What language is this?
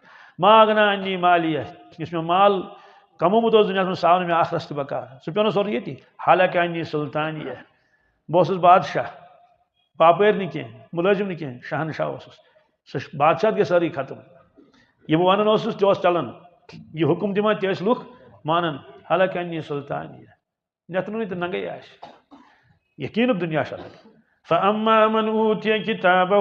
Kashmiri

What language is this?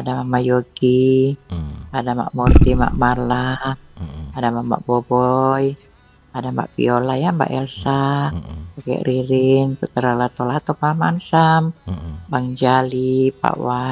Indonesian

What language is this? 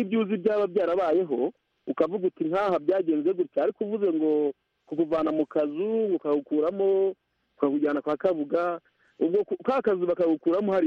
Kinyarwanda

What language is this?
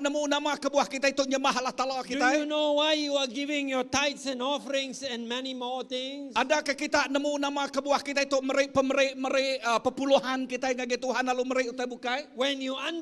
Iban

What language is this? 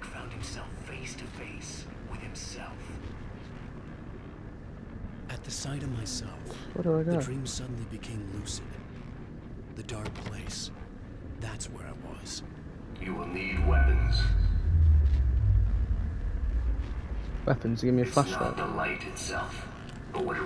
English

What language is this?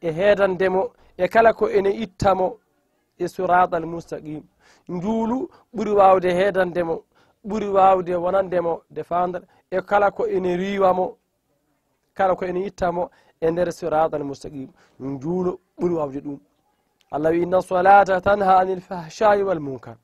Fula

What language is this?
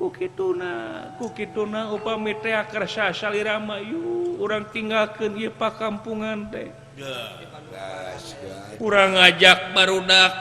Sundanese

